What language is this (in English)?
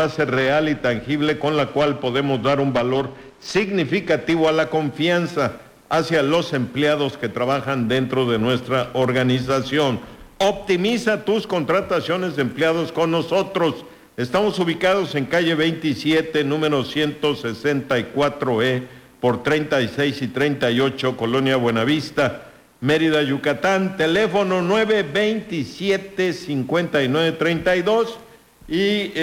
Spanish